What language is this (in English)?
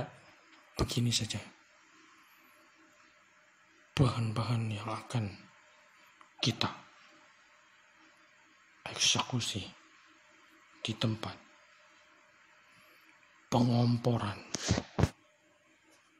Indonesian